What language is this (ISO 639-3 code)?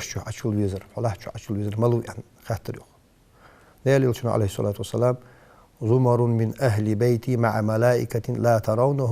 inh